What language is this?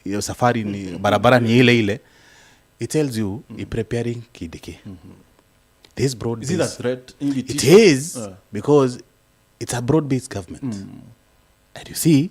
Meru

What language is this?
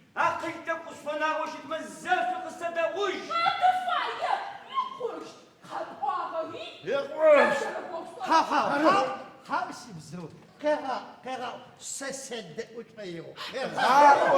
Adyghe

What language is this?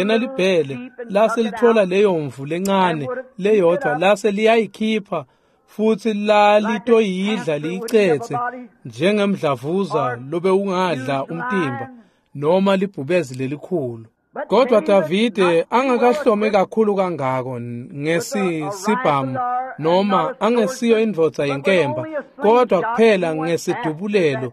Swati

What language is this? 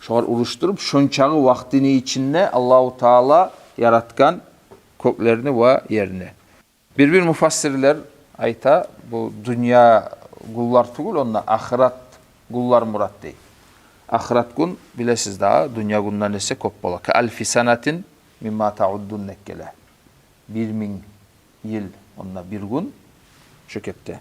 Kumyk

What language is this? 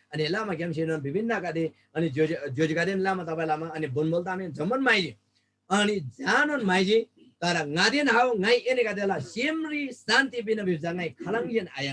Eastern Tamang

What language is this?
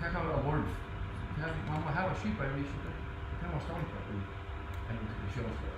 Faroese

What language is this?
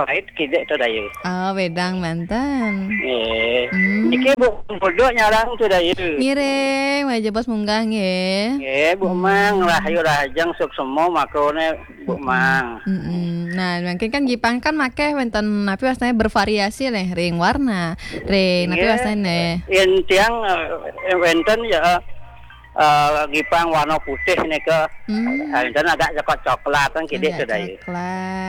Balinese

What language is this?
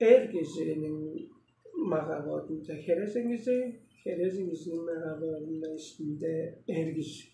Tuvinian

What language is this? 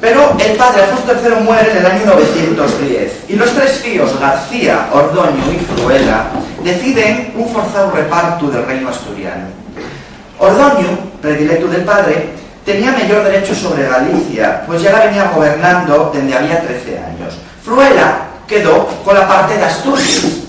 Asturian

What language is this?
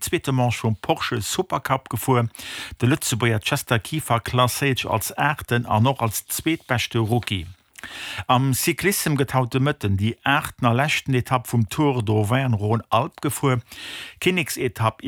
Luxembourgish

